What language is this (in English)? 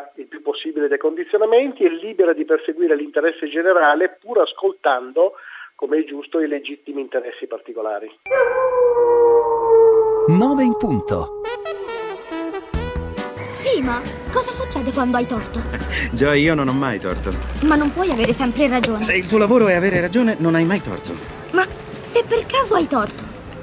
Italian